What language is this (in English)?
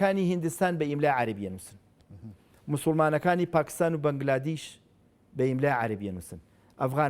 Central Kurdish